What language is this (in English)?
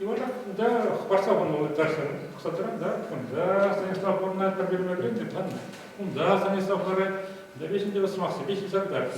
Chuvash